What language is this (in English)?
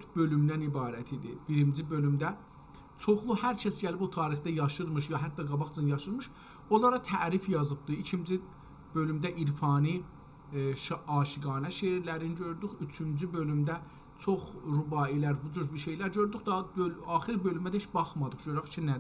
South Azerbaijani